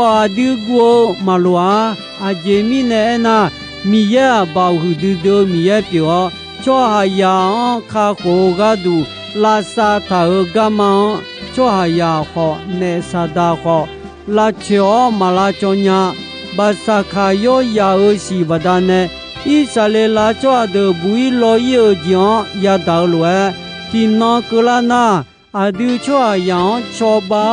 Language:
Akha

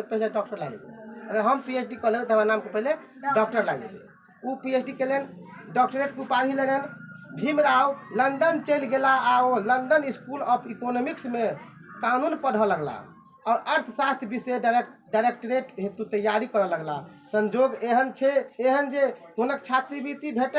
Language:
Maithili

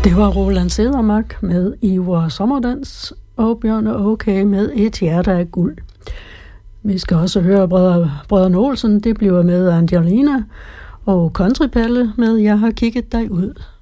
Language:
Danish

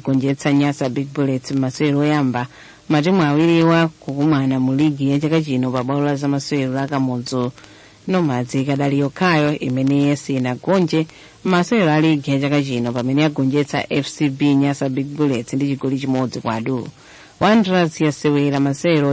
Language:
Nyanja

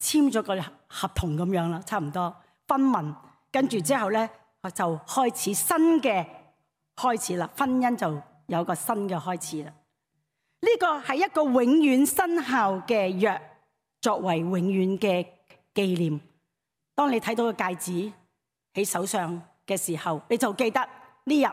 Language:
Cantonese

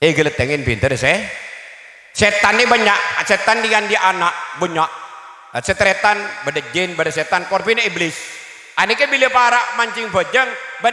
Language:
Madurese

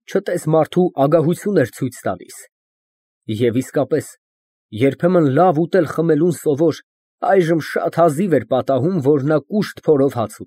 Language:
Armenian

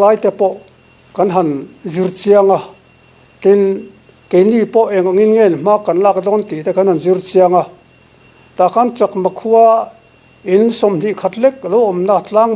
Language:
Mizo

